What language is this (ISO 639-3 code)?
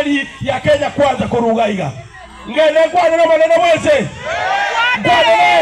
guz